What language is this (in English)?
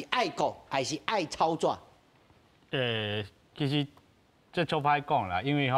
Min Nan Chinese